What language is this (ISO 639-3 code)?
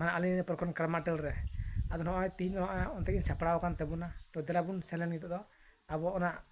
sat